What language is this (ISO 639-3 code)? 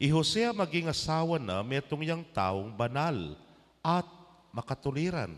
pam